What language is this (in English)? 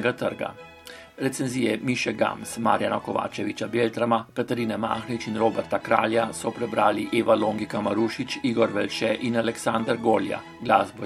Slovenian